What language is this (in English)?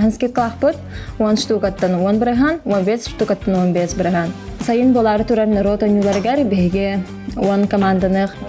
Yakut